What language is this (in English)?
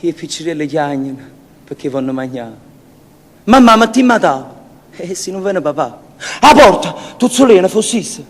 Neapolitan